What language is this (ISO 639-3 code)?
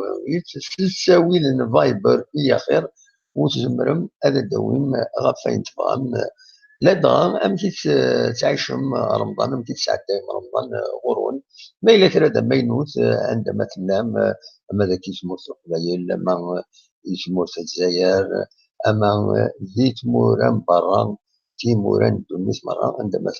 kab